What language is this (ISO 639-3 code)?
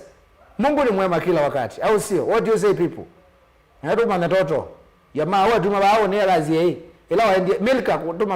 kam